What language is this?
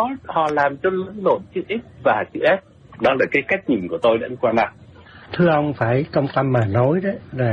Vietnamese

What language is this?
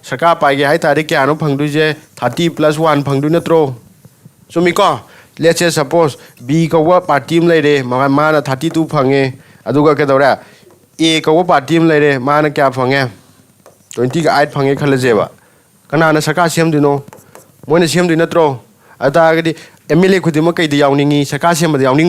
Manipuri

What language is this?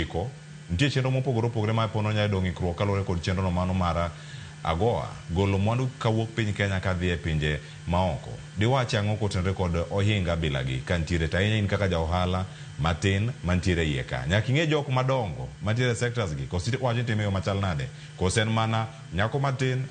Luo (Kenya and Tanzania)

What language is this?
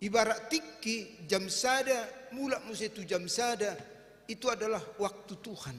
Batak Toba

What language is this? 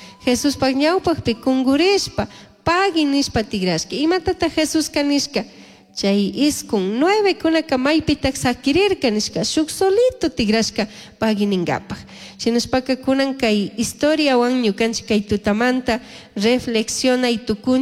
Chimborazo Highland Quichua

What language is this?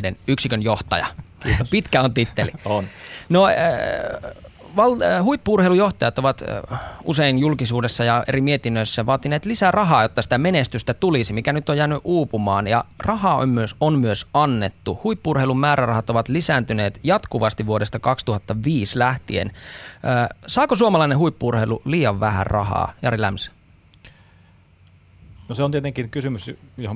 Finnish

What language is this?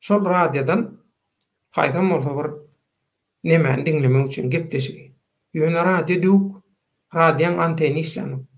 Turkmen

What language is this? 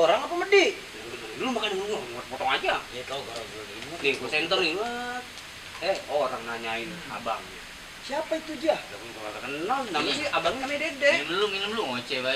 Betawi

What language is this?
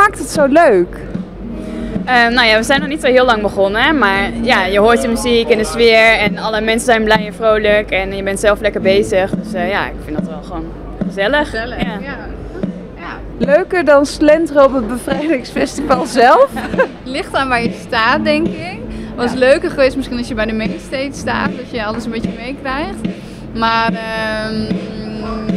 Dutch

